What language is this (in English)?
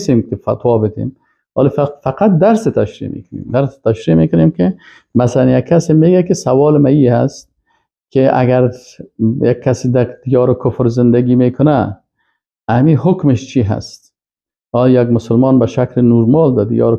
Persian